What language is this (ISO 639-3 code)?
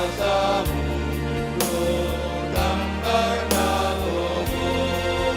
bts